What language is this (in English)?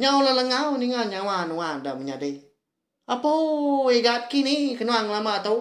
Iban